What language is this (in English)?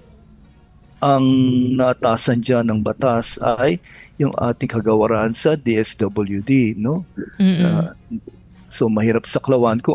Filipino